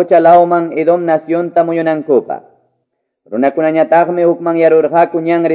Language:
Quechua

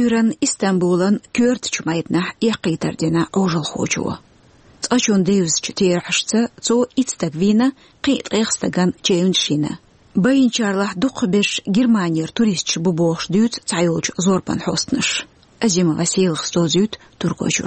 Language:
Chechen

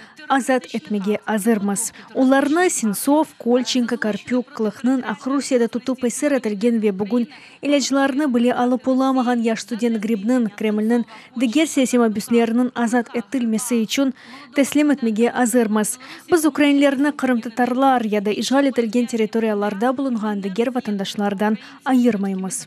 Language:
Crimean Tatar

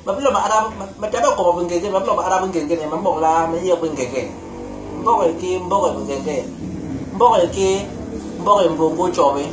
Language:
Basaa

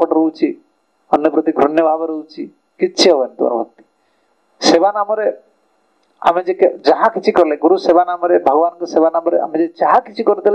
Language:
Odia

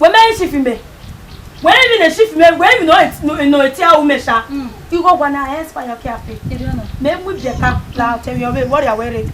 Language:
Bini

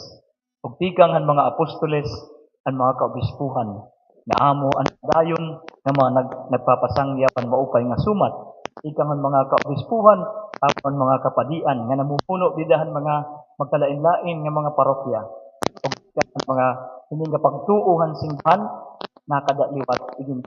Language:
Waray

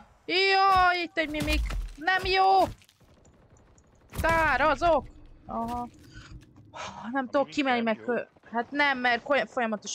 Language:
Hungarian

